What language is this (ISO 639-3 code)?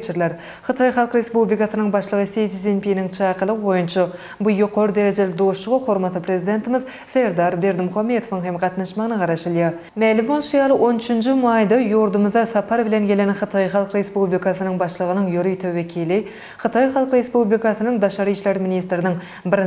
tuk